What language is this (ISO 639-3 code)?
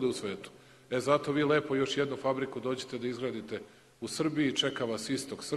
srp